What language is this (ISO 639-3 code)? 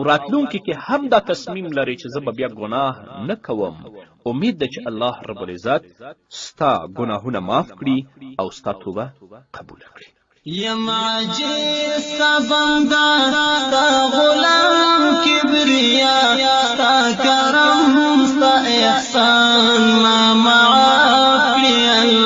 pus